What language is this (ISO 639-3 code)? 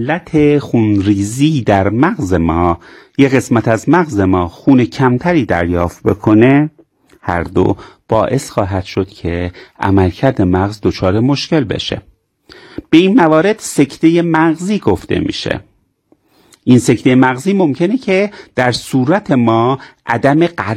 fas